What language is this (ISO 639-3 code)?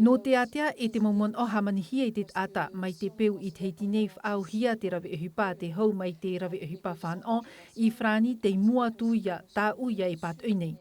tah